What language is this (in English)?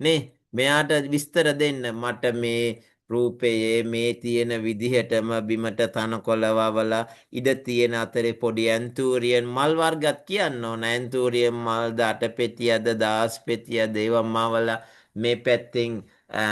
Sinhala